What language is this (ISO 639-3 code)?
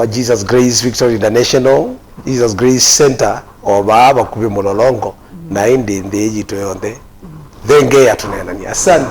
kam